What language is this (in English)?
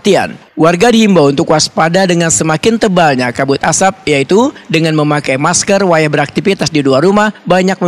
Banjar